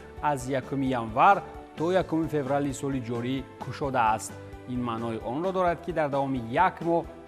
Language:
Tajik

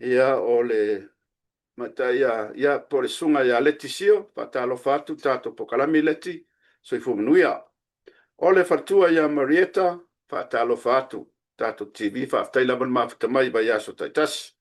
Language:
Samoan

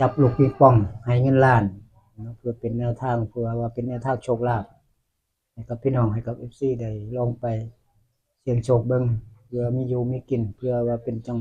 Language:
Northeastern Thai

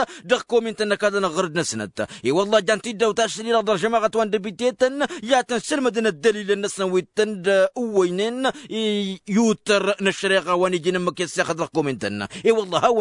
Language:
Tamasheq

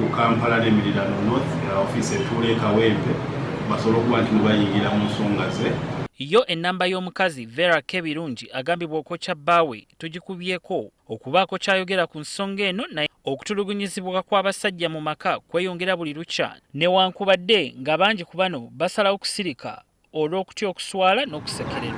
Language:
Ganda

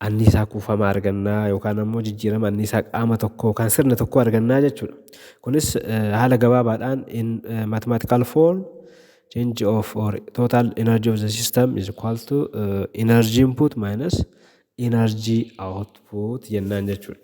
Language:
Oromo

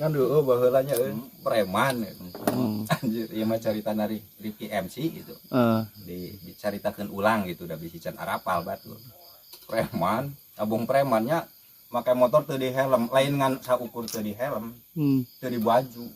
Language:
Sundanese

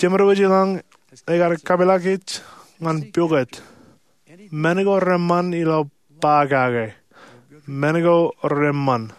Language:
Marshallese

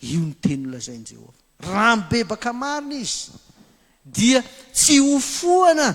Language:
Malagasy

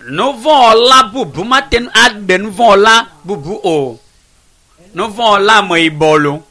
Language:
Ewe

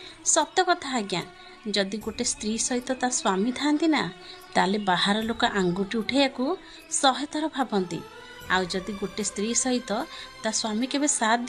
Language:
Odia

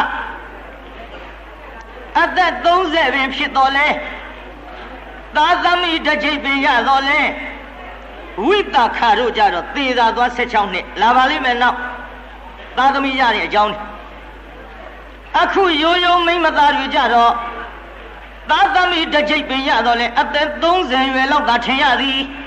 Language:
Burmese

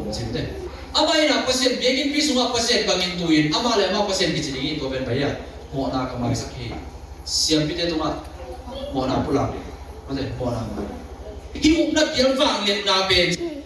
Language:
Tedim Chin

